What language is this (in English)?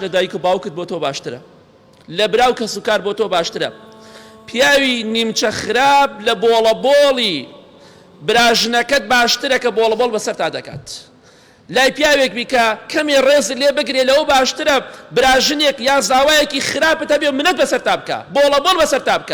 Central Kurdish